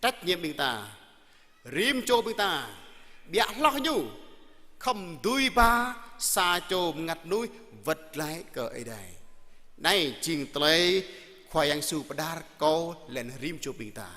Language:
Jarai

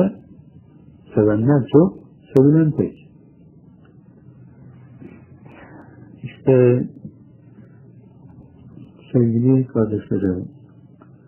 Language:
Turkish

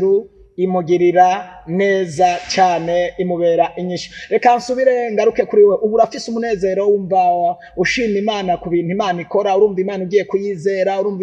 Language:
Rundi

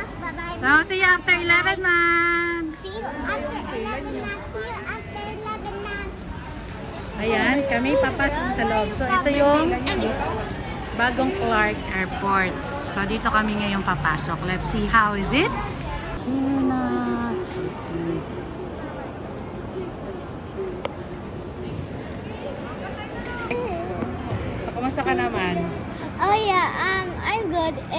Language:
Filipino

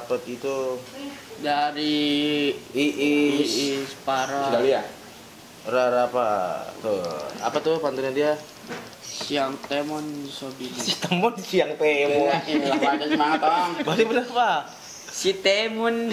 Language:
Betawi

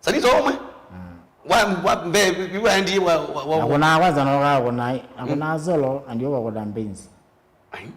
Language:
Kamba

